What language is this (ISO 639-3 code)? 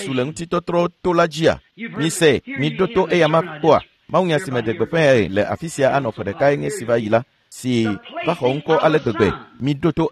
ewe